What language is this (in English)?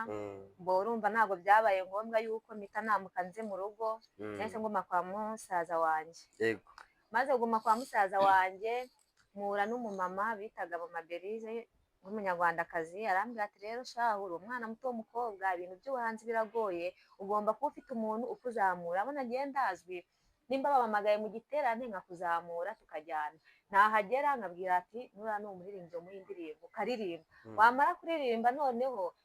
Kinyarwanda